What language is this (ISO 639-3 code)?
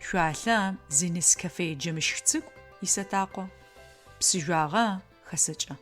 ady